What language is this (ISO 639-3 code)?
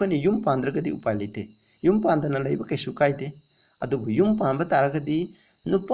mni